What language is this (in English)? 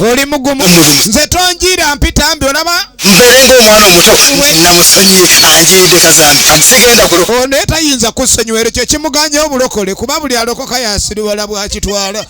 Ganda